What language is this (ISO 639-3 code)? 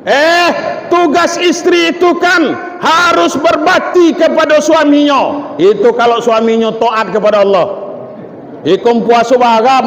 min